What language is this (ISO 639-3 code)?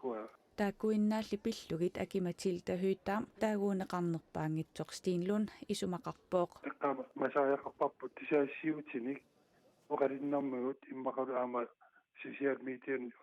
kal